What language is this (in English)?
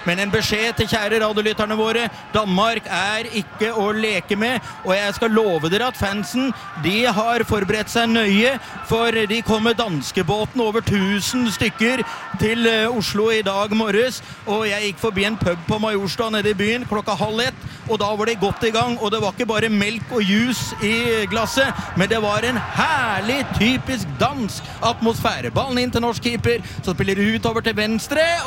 Norwegian